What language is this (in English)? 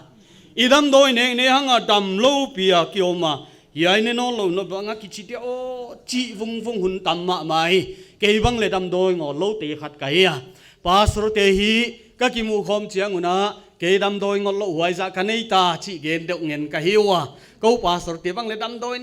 Paite Chin